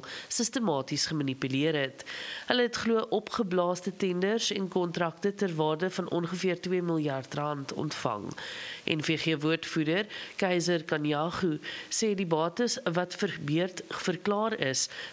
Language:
Afrikaans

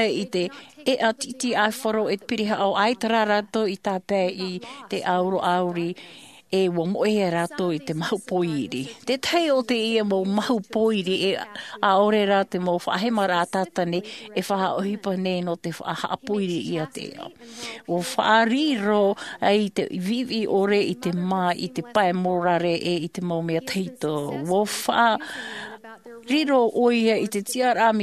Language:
Tahitian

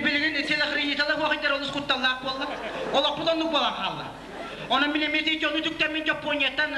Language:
Yakut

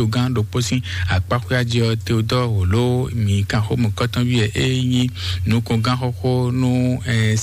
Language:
Fon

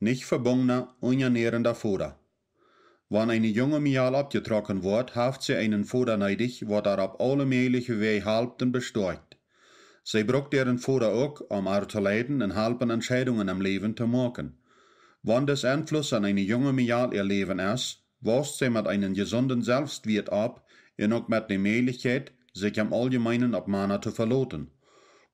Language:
Plautdietsch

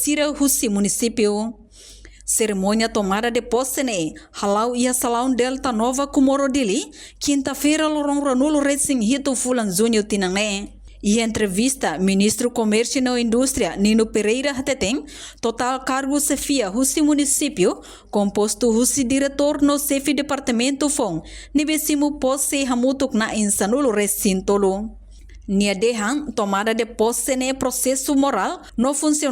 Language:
Tetum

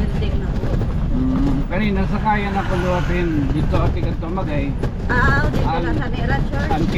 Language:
Waray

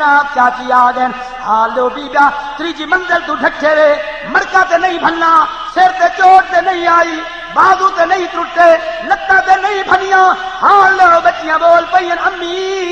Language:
Saraiki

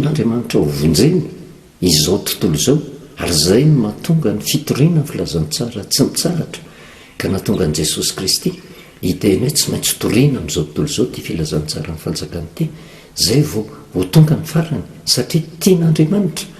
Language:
Malagasy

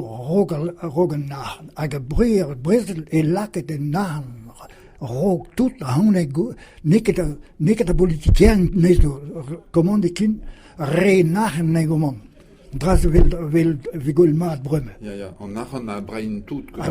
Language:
Breton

